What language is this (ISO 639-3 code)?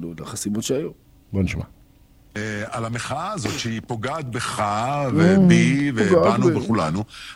heb